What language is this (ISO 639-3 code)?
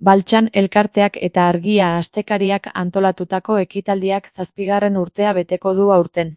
eus